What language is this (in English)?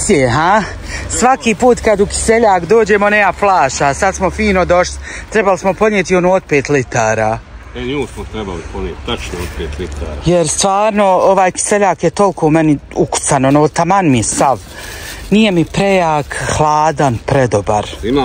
Bosnian